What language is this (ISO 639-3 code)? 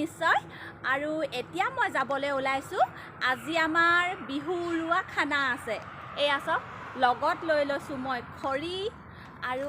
asm